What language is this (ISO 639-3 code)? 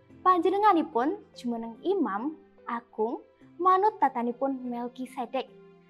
jav